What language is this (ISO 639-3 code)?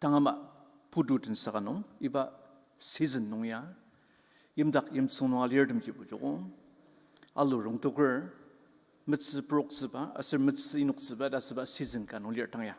njo